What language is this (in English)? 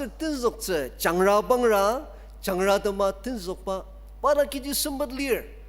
Ao Naga